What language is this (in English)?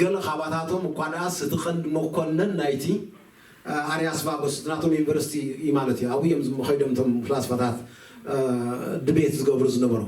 Tigrinya